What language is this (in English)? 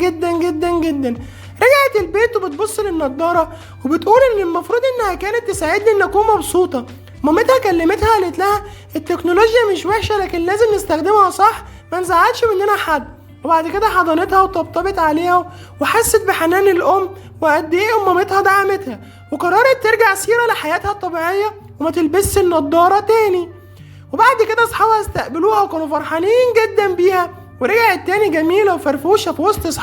Egyptian Arabic